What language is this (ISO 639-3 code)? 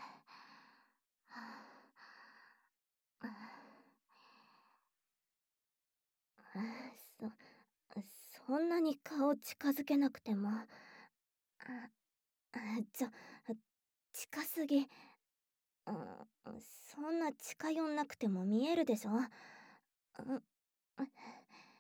jpn